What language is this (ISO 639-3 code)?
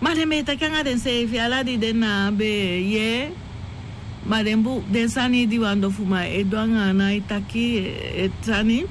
srn